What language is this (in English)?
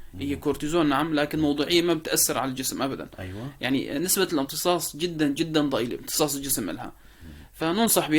North Levantine Arabic